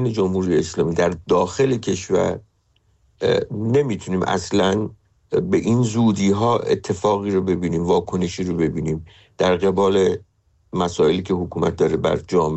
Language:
Persian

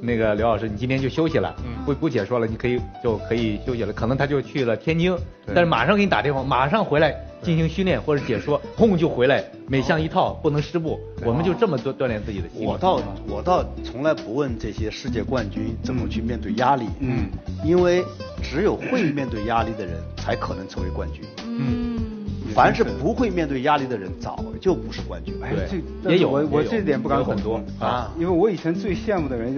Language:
Chinese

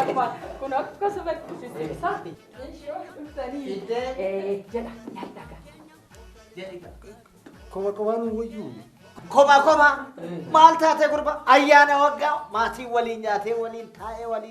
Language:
Oromo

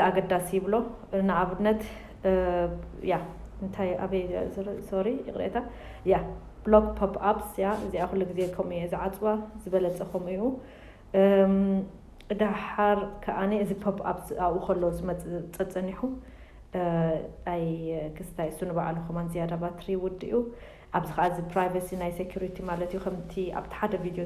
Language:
Tigrinya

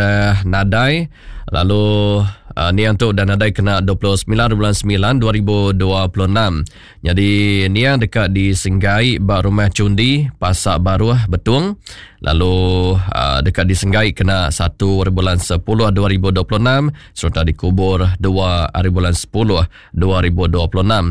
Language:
Iban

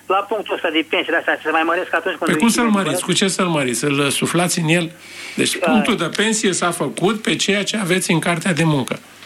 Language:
Romanian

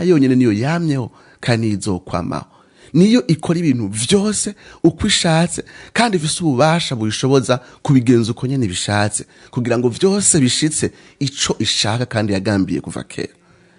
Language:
Rundi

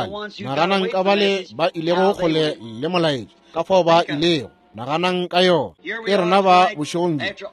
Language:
Northern Sotho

